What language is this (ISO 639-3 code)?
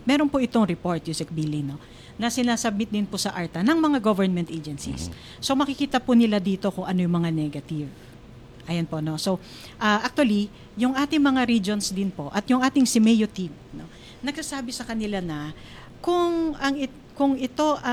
fil